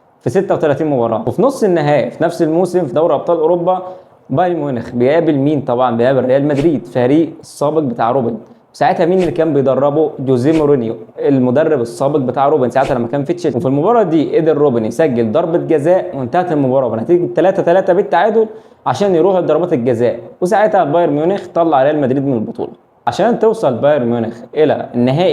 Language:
Egyptian Arabic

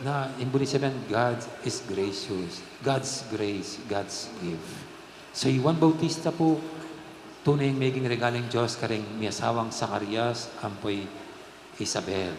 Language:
Pampanga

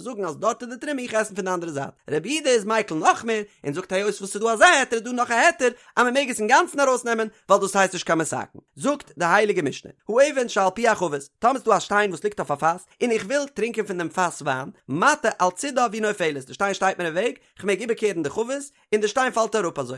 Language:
Yiddish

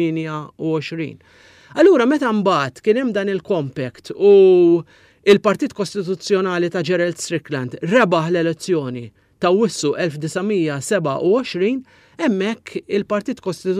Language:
Maltese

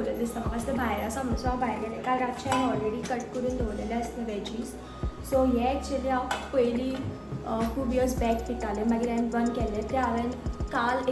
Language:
Konkani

